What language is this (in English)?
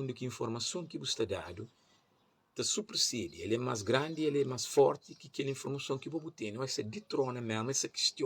Kabuverdianu